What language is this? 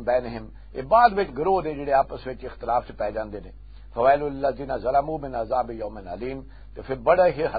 Western Panjabi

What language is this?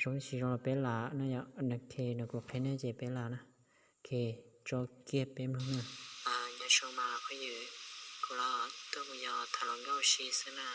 Hmong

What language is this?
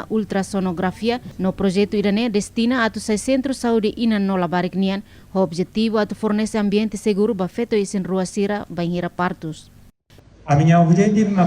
Tetum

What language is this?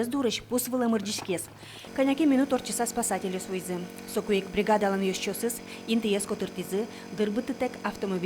Udmurt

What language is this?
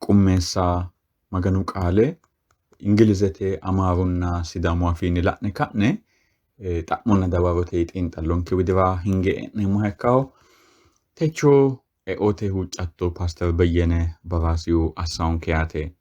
Sidamo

